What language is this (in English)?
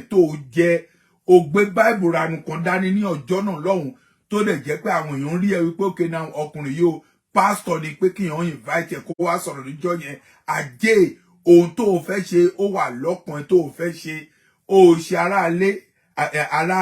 Yoruba